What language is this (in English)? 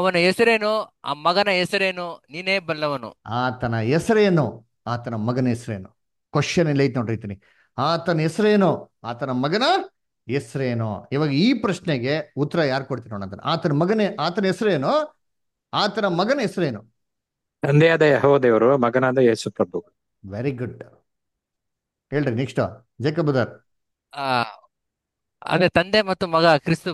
Kannada